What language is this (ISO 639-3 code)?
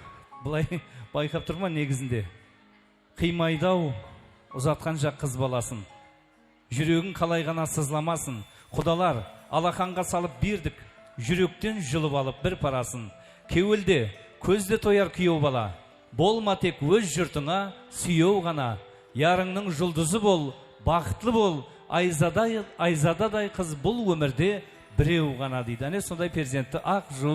kaa